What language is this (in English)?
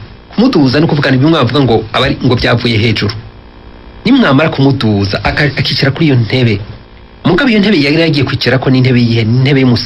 Rundi